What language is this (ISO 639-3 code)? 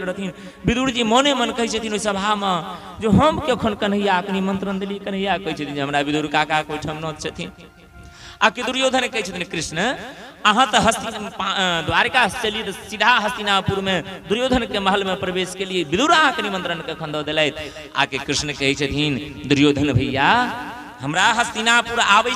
mai